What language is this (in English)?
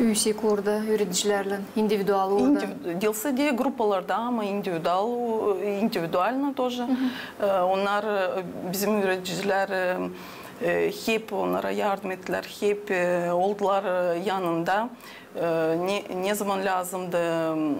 Gagauz